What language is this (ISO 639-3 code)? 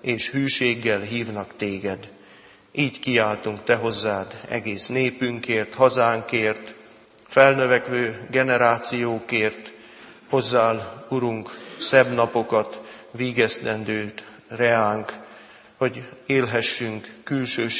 hun